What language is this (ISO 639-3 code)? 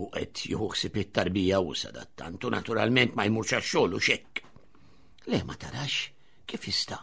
mlt